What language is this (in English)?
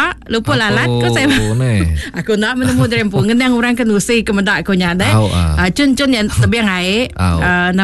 Iban